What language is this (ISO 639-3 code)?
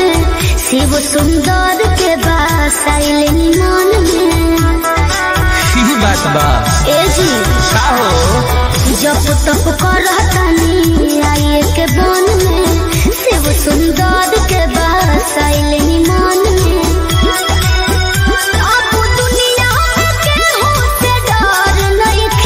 bho